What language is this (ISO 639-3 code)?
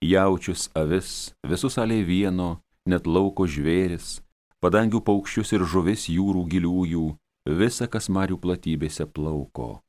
lit